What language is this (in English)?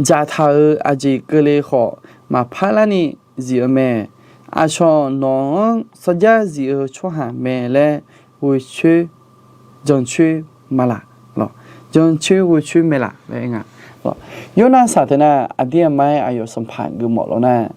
Akha